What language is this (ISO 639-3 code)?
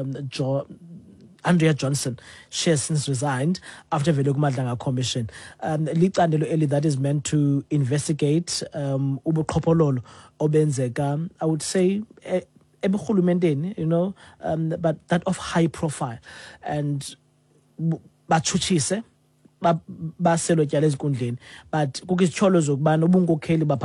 xho